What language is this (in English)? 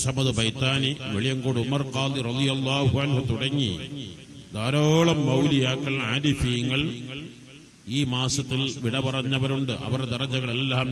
Malayalam